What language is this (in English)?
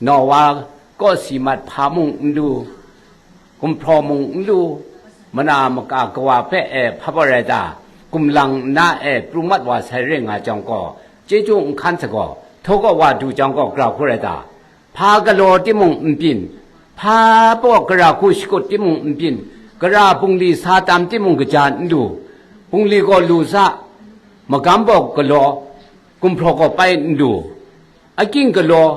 Kachin